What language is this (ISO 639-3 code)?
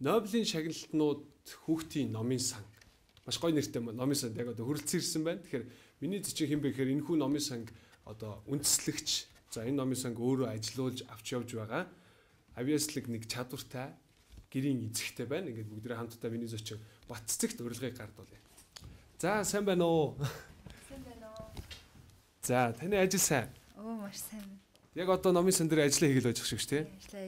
mon